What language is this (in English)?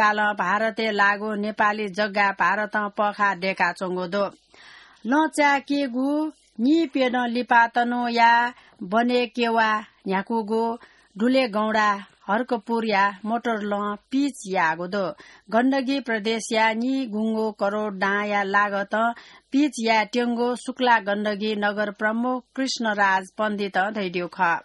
Newari